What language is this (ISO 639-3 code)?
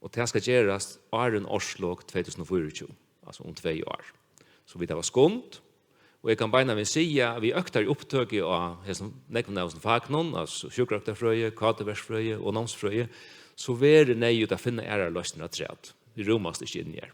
fao